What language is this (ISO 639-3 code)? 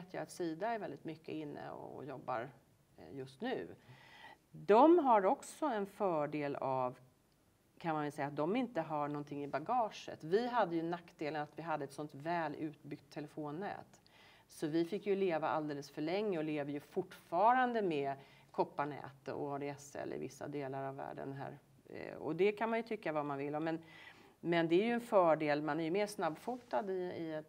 swe